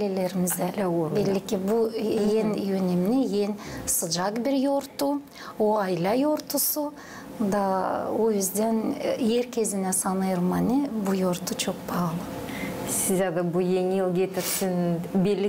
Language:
Gagauz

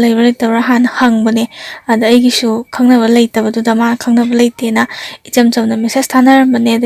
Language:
Manipuri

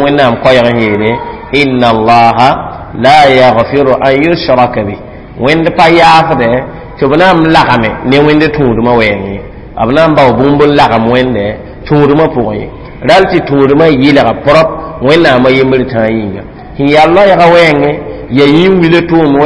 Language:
Mossi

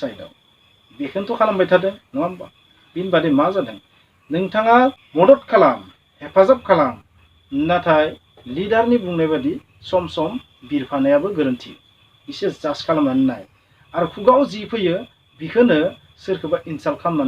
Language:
Bodo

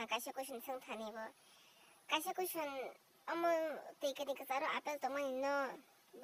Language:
Kok Borok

